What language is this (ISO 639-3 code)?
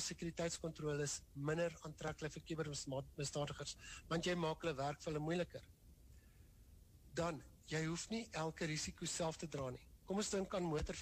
afr